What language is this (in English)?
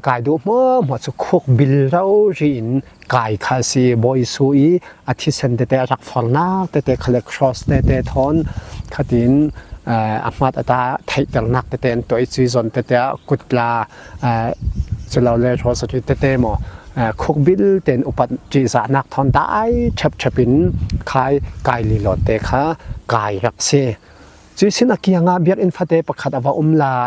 Falam Chin